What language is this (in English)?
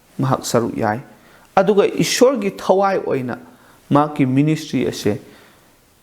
Manipuri